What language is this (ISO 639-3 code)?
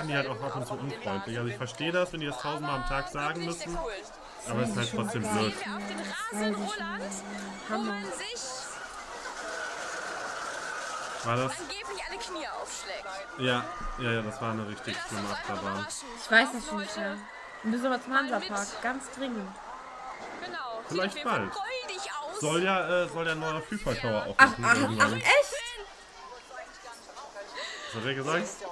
deu